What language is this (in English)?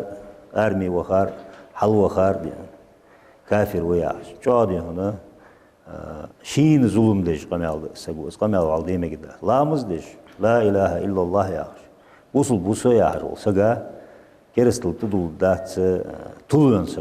Ingush